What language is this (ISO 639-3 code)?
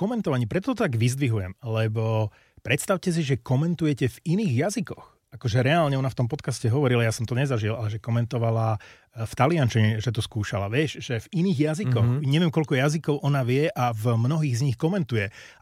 slk